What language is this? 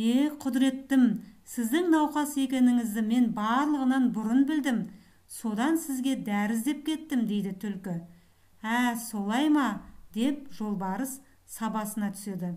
Kazakh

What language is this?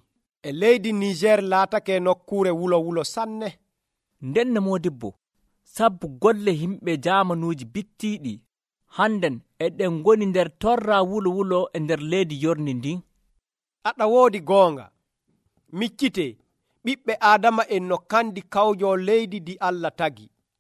Nigerian Fulfulde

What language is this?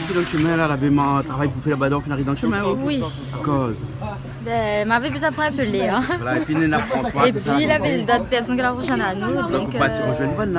Réunion Creole French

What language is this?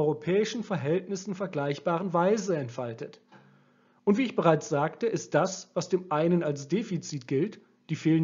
German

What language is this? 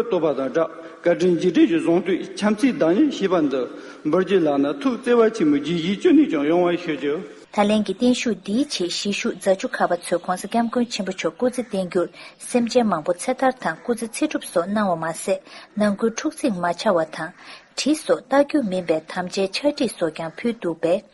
Tibetan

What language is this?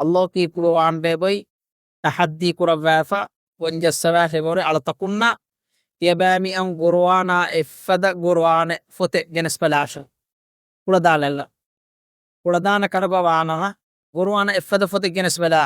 Divehi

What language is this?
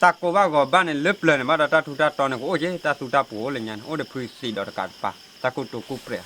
S'gaw Karen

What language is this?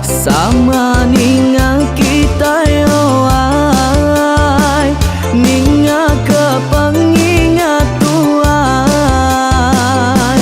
Iban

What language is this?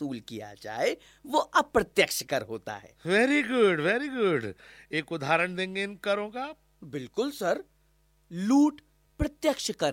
Hindi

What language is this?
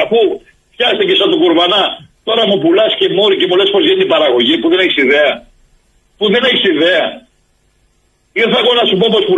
Greek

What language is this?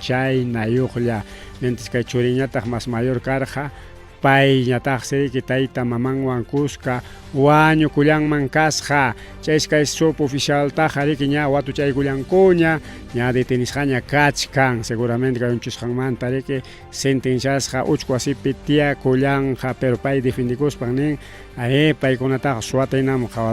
Ayacucho Quechua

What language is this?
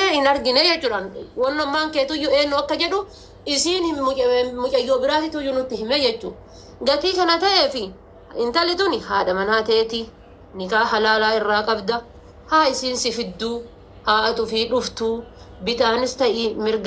Oromo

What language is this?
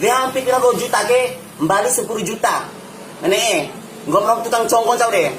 Bima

